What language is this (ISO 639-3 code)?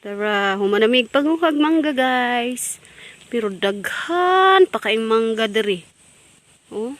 ceb